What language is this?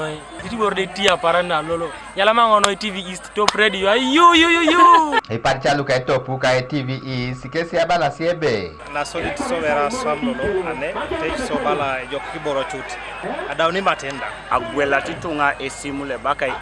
Teso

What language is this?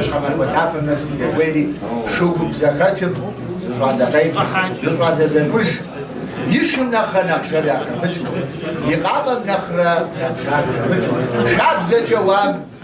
Kabardian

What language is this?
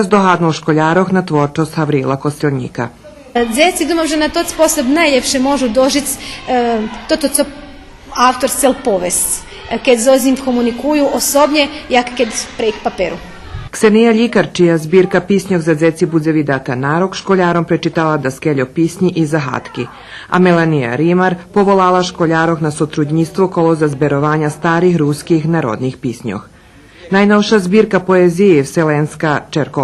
Rusyn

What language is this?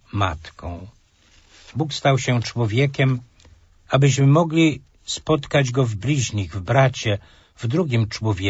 Polish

